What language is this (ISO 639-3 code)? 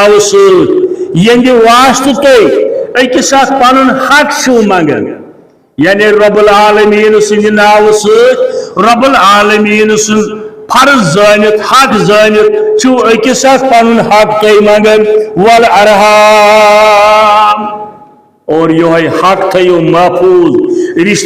kas